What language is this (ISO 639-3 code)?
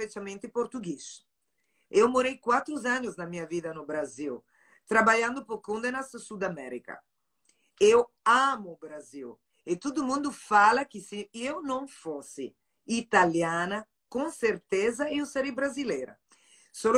ita